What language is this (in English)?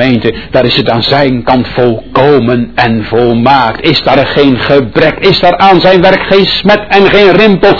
Dutch